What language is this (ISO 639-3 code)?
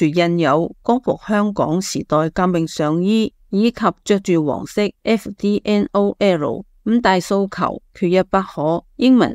yue